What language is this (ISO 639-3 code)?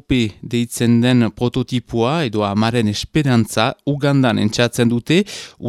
eus